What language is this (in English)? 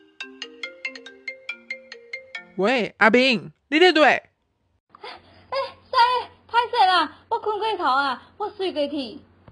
Min Nan Chinese